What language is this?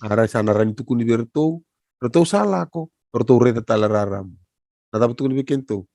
Fijian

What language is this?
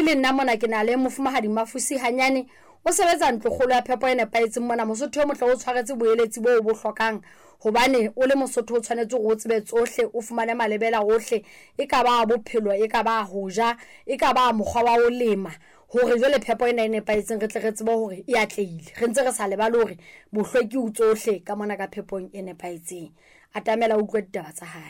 Southern Sotho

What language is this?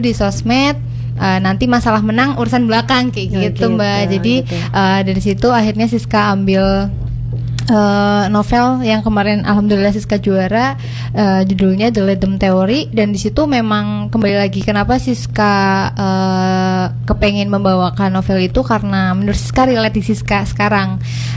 Indonesian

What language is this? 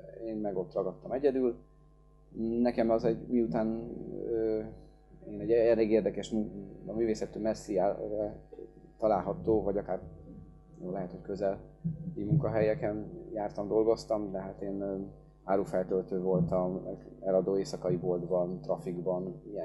Hungarian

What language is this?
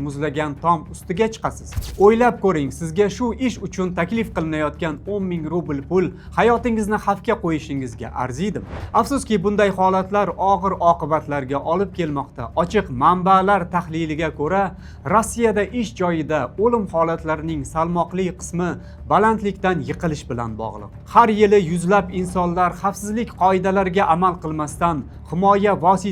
Uzbek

